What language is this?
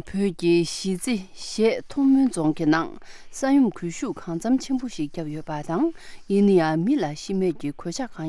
Tibetan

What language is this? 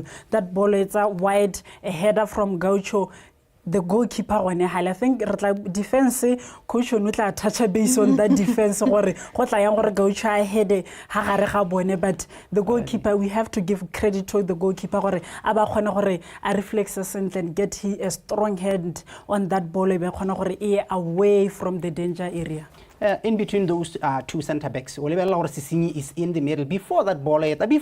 Tswana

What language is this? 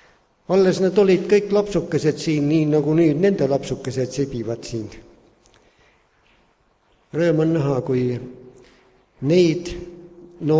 Estonian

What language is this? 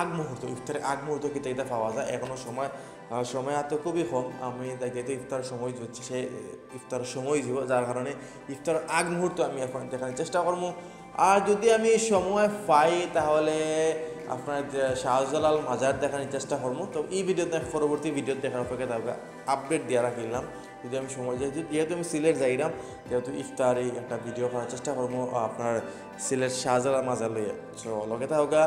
Sylheti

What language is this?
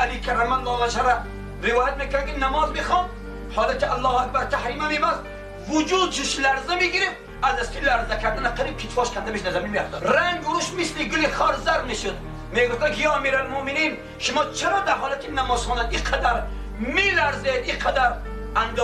Tajik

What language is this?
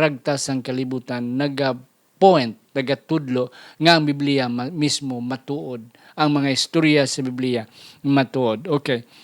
Hiligaynon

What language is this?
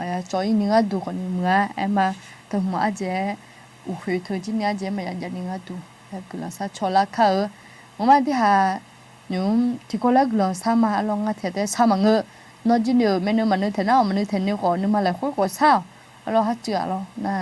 Akha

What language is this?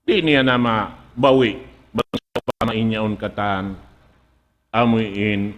Tausug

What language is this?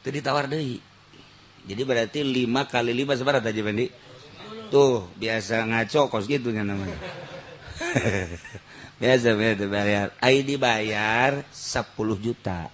Sundanese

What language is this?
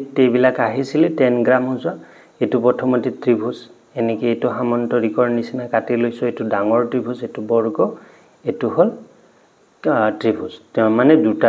Assamese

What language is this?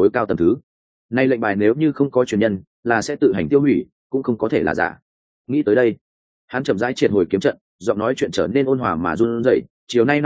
Vietnamese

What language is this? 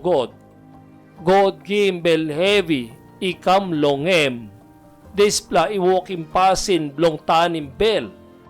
Tok Pisin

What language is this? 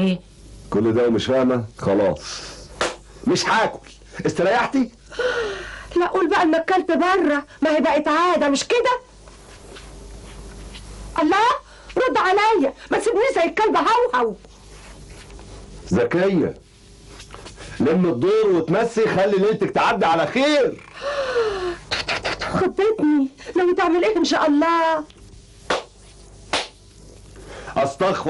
Egyptian Arabic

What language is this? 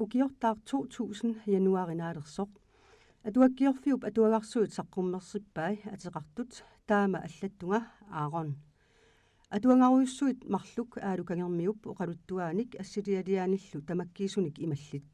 Kalaallisut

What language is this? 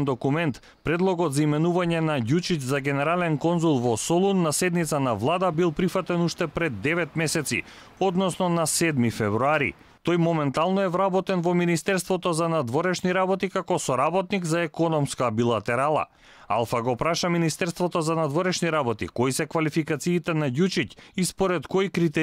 Macedonian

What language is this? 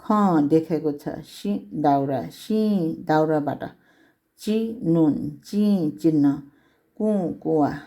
Newari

